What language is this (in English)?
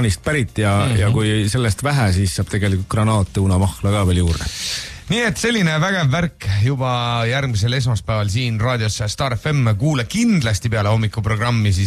Estonian